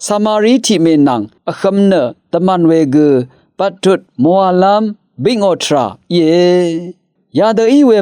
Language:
Rawang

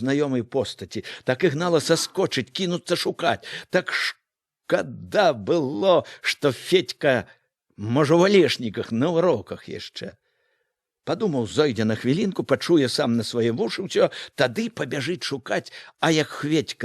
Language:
Belarusian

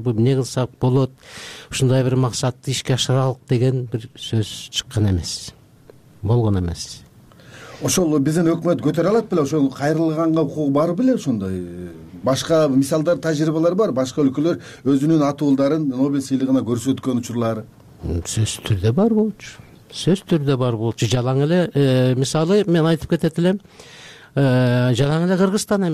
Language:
Kyrgyz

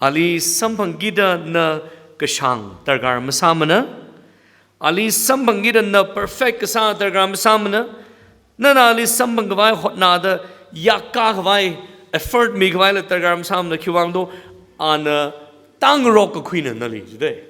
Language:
Tangkhul Naga (India)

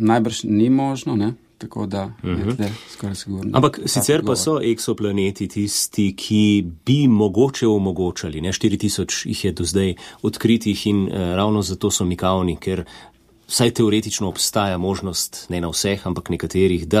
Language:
Slovenian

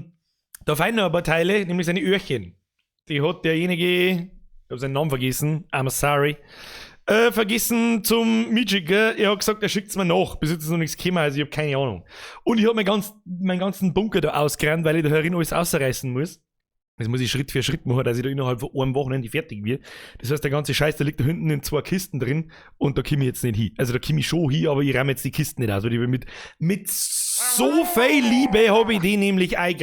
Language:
Bavarian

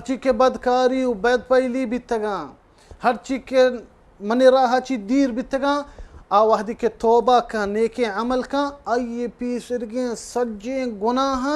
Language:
Baluchi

